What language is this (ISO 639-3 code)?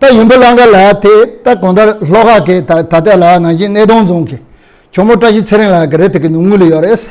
bod